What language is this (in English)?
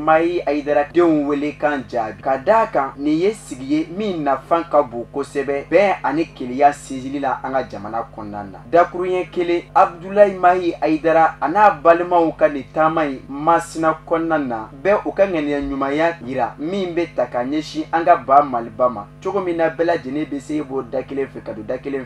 Bambara